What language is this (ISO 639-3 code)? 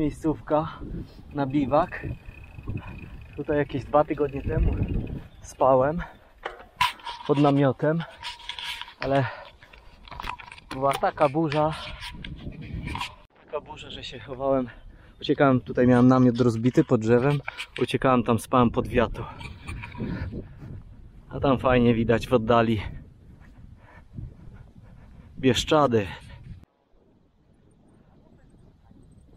pol